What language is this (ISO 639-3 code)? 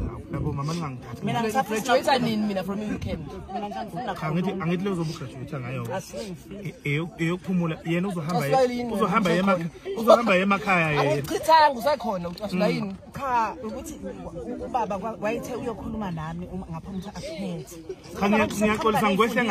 zul